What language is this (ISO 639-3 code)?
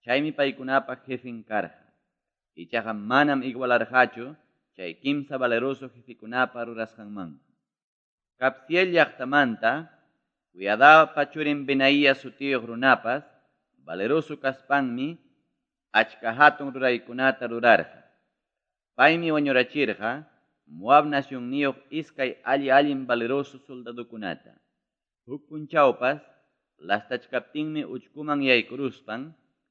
quy